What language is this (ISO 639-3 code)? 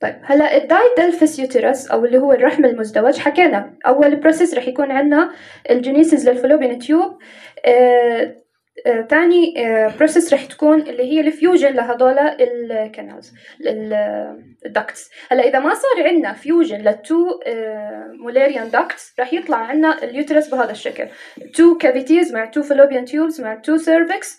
apc